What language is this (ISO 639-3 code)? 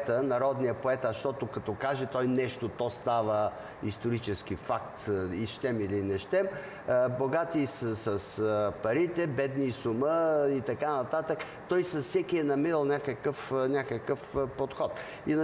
bul